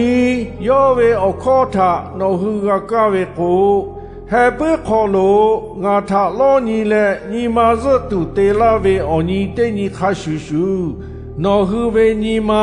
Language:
Lahu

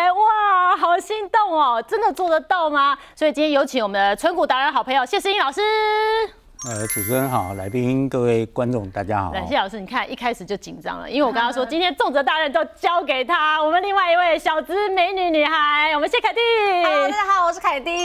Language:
Chinese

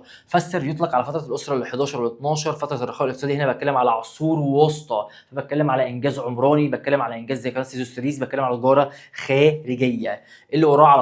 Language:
Egyptian Arabic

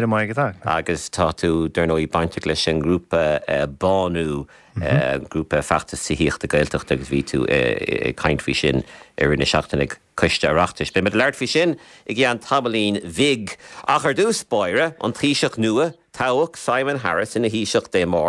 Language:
Irish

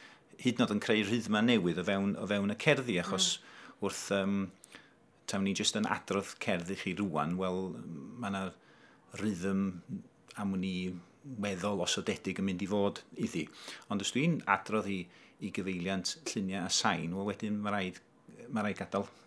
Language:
Welsh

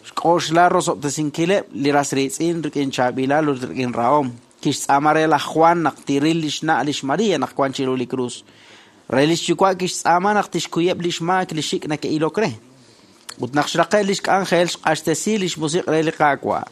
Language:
Kekchí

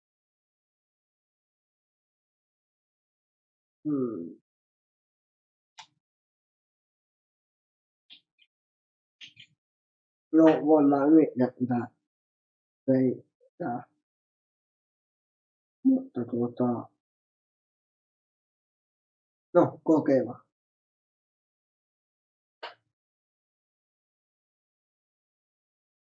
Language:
Finnish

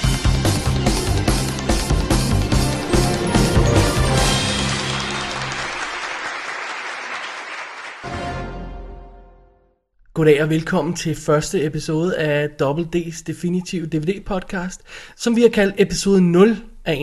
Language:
Danish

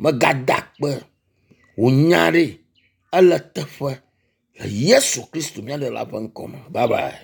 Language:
Ewe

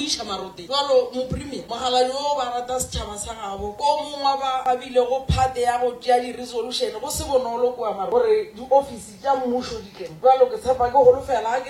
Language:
Northern Sotho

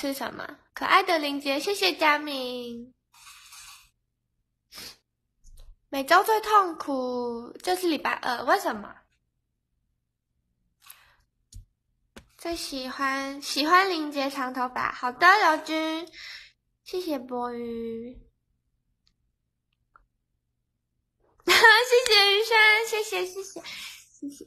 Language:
Chinese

